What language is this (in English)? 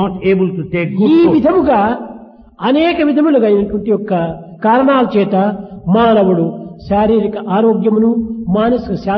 Telugu